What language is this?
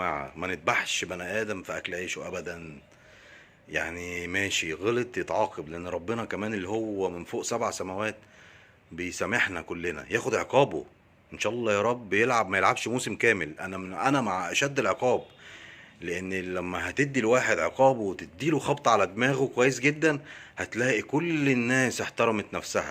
Egyptian Arabic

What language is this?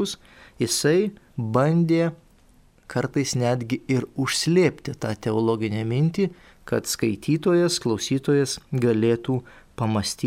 Lithuanian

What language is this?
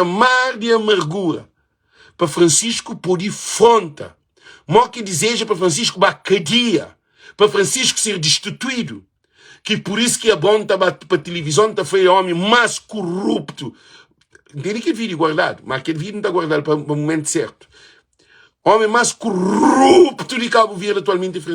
Kabuverdianu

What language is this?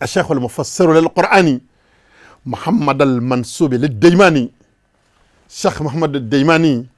Bambara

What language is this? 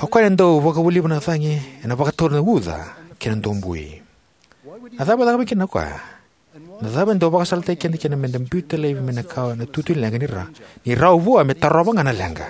Fijian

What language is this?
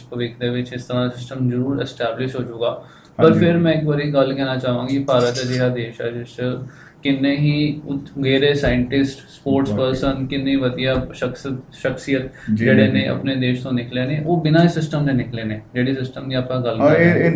Punjabi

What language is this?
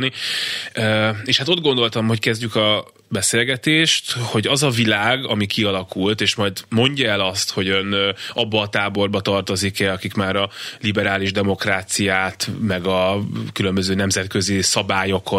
Hungarian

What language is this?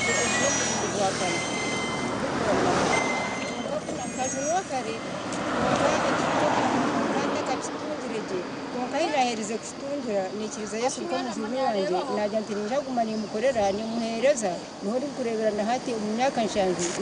Nyankole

